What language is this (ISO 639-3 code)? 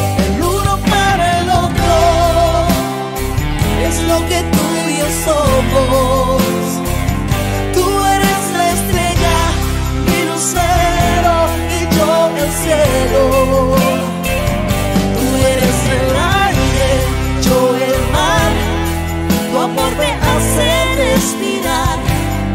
spa